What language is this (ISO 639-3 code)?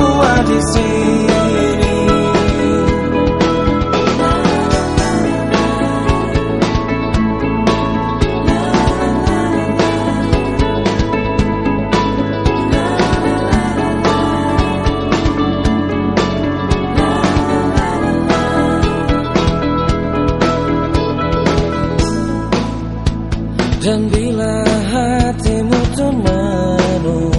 ind